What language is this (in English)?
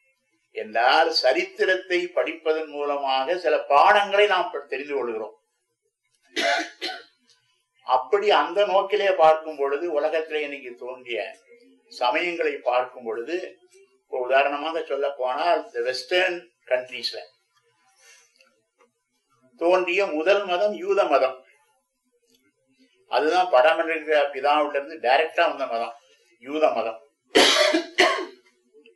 Tamil